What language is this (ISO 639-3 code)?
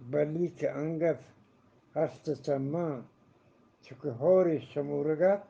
bgp